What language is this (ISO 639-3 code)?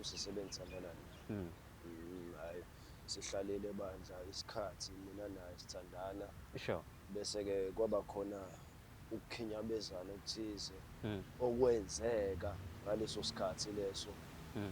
zul